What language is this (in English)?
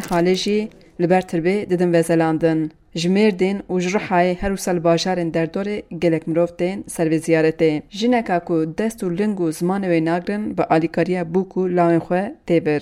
Kurdish